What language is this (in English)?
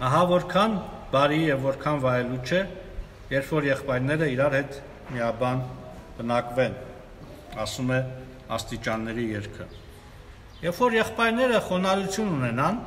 Armenian